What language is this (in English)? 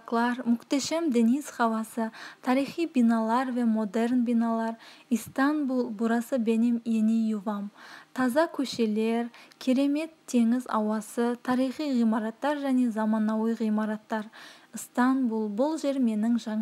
Kazakh